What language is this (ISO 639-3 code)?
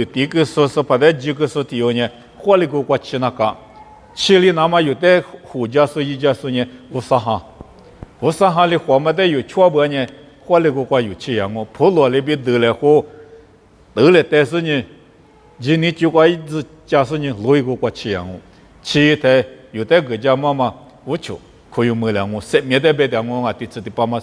lis